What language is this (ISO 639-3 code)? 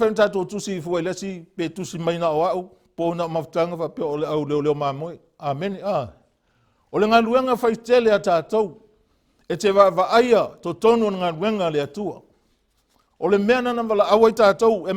smo